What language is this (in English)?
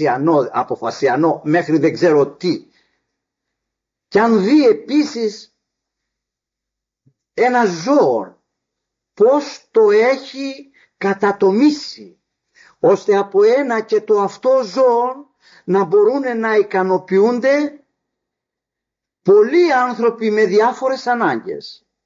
Greek